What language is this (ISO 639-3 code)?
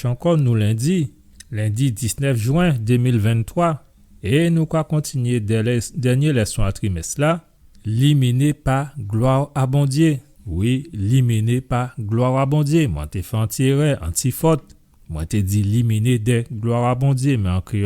gcf